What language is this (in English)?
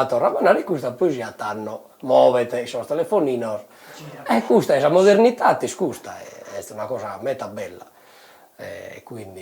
Sardinian